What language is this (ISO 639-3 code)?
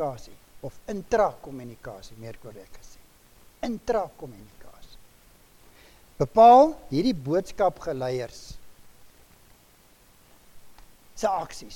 afr